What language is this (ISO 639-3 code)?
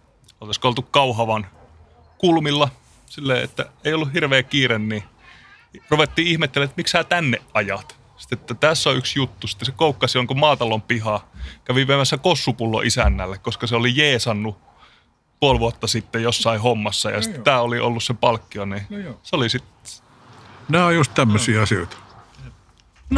fin